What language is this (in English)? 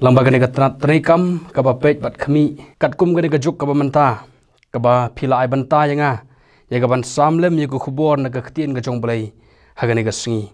Khasi